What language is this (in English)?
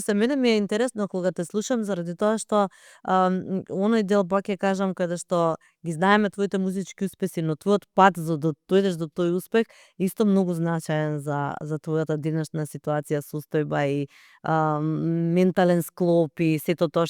Macedonian